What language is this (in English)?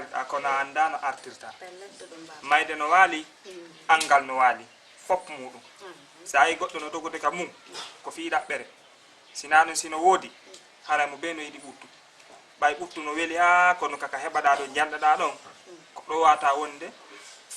Fula